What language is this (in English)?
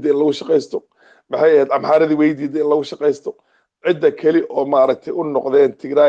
Somali